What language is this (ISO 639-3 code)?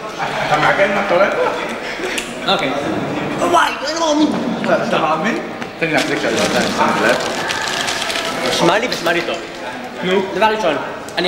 heb